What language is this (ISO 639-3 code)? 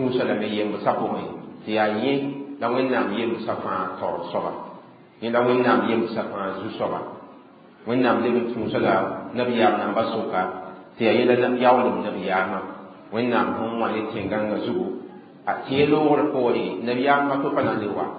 mos